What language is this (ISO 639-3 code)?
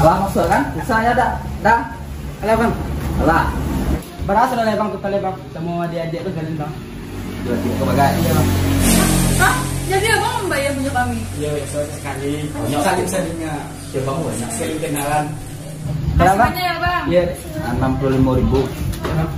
min